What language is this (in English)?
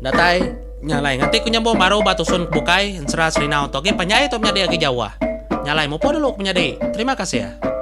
Iban